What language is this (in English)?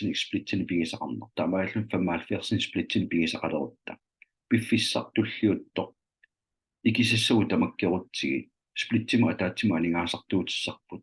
Kalaallisut